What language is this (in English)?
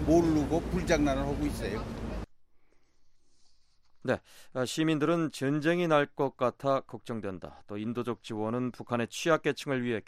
Korean